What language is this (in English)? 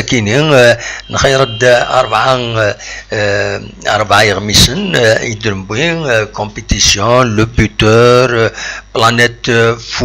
Kabyle